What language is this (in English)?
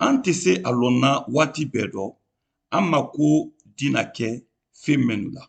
Mandingo